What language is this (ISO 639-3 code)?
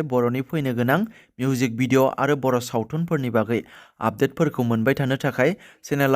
brx